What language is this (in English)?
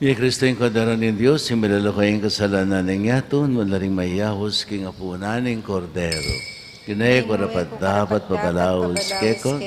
Pampanga